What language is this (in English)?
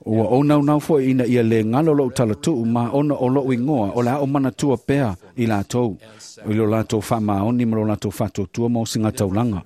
Samoan